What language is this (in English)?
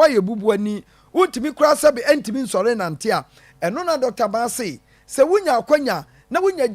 Akan